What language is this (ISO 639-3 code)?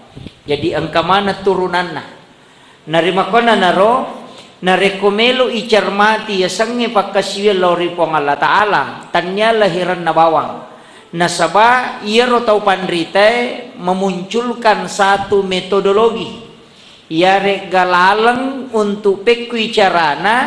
bug